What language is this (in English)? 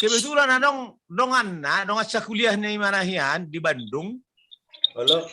Batak Toba